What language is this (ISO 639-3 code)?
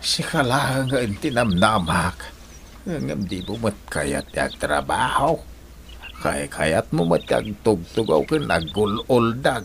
ilo